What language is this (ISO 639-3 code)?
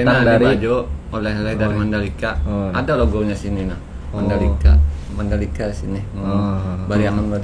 bjn